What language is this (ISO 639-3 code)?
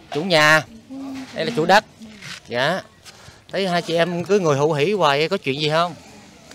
vie